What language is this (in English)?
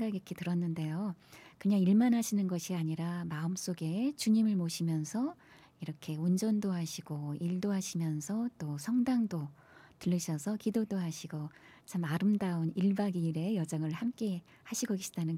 Korean